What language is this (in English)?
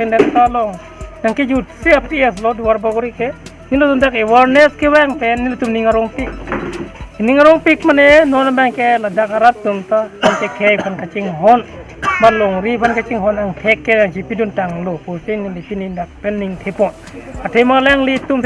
Karbi